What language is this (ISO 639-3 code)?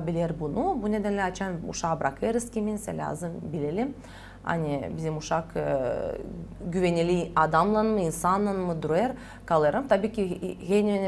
gag